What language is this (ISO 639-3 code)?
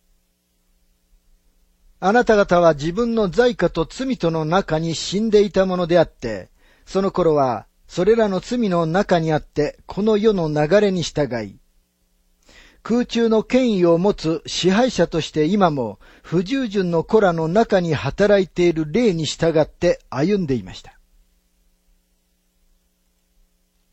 jpn